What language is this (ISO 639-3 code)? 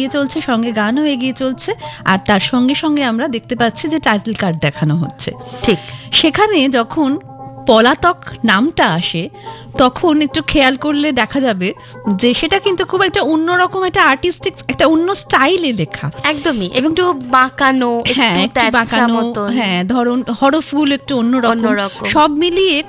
ben